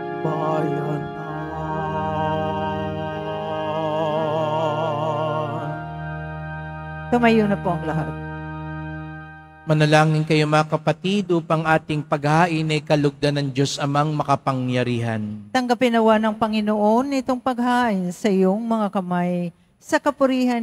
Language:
Filipino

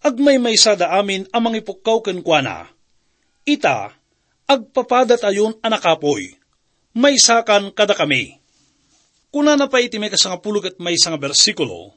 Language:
Iloko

